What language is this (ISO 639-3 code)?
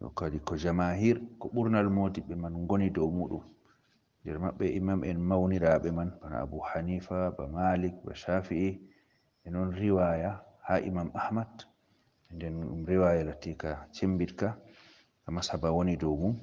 ful